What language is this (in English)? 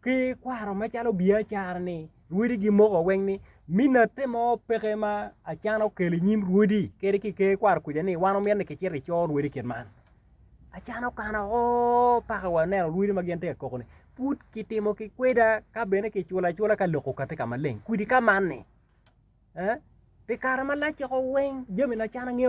Acoli